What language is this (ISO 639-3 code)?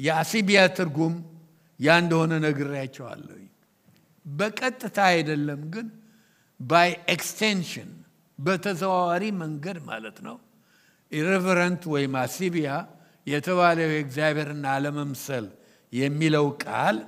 amh